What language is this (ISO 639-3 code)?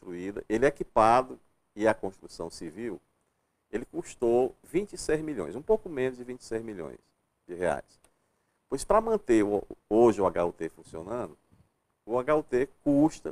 por